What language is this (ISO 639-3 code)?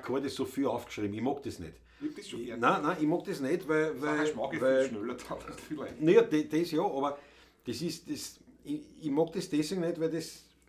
bar